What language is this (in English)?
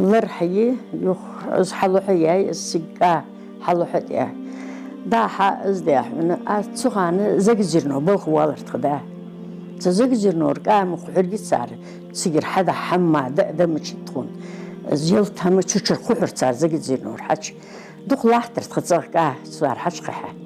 Ingush